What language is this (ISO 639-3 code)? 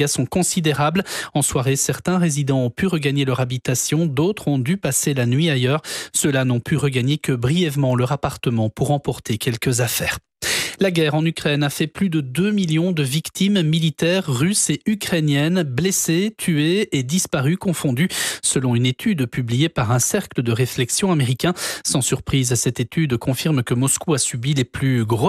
fra